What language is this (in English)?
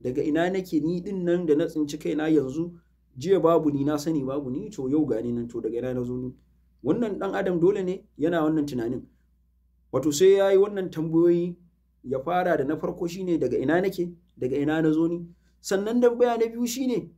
Hausa